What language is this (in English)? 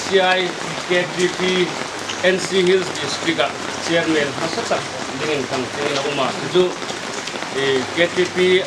Hmar